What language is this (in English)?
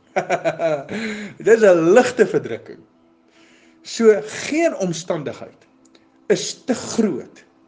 Afrikaans